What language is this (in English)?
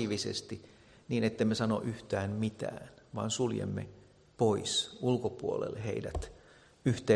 Finnish